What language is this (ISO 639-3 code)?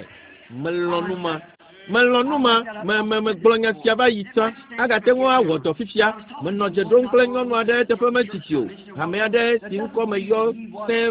ewe